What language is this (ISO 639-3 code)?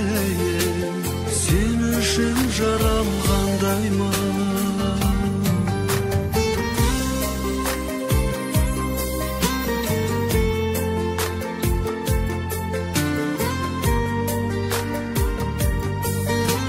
kaz